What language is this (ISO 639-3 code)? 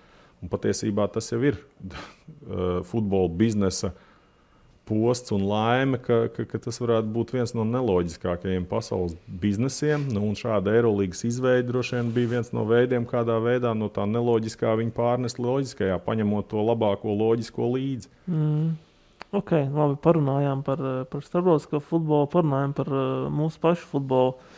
lav